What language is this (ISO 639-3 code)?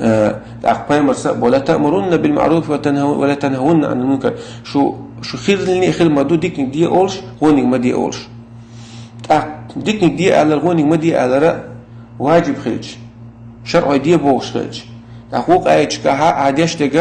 che